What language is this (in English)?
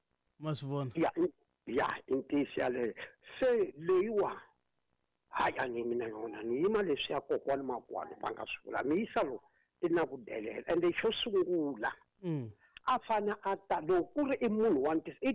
Tsonga